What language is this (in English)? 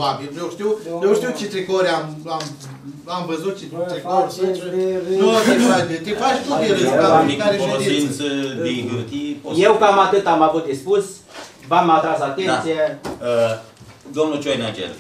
Romanian